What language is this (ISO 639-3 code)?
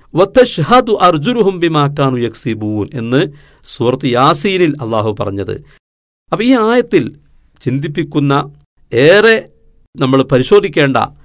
mal